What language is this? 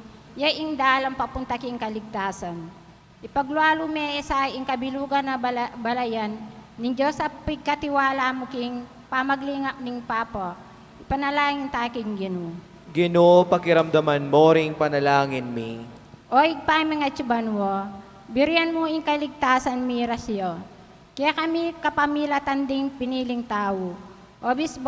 Pampanga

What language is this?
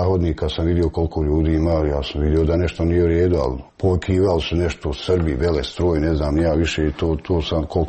Croatian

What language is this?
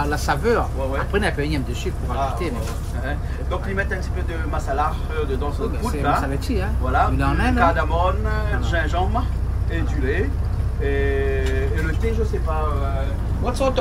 Réunion Creole French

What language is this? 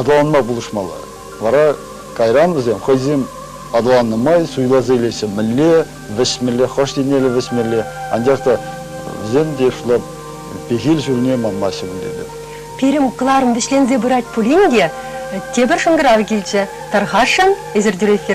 Chuvash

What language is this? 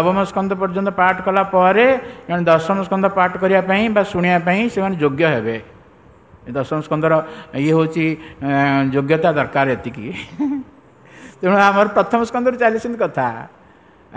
Odia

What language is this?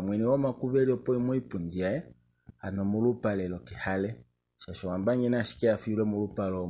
Kuanyama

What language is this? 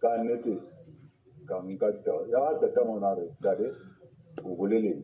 Southern Sotho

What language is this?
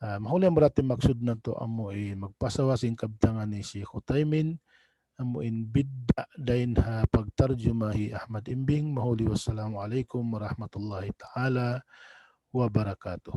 Tausug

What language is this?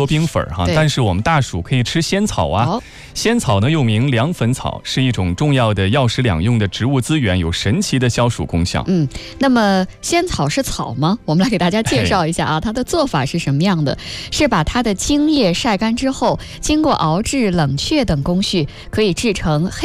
Chinese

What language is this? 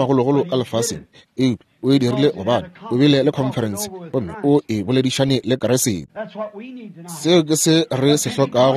Northern Sotho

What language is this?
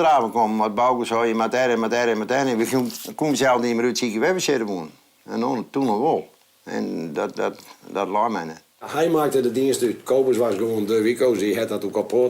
Western Frisian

